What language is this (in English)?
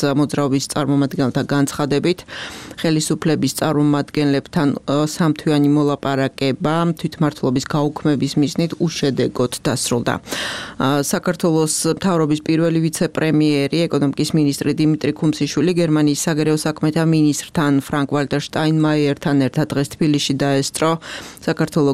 Georgian